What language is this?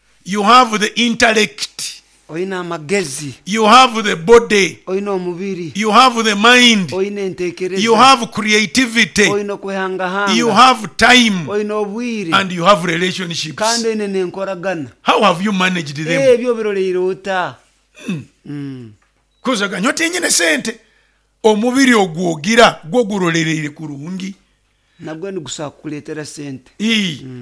Nyoro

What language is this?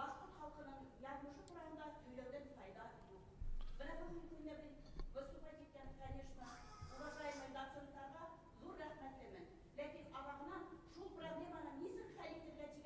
Bashkir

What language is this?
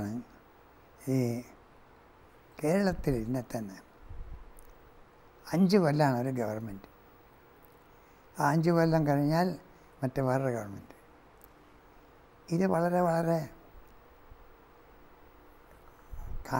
Malayalam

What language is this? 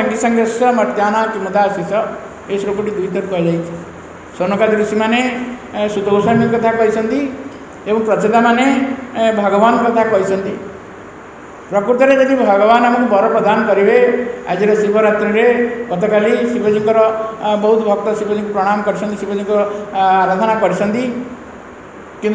Odia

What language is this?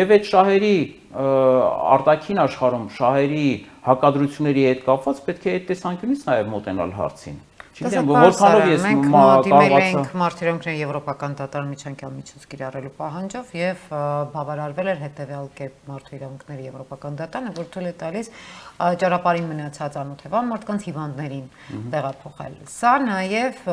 Armenian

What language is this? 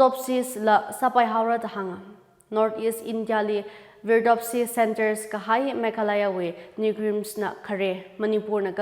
Tangkhul Naga (India)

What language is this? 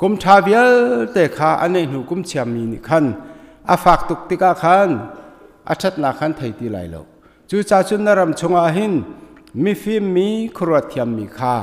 Hakha Chin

